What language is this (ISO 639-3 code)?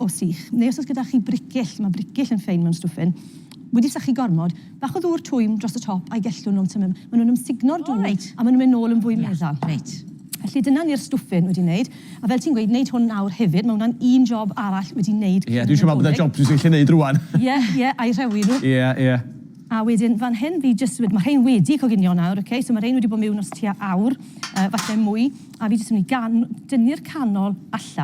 cym